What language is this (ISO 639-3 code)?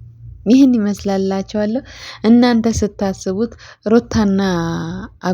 amh